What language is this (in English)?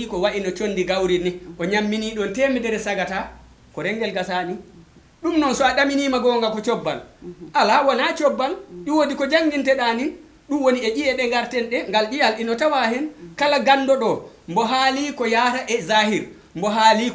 Fula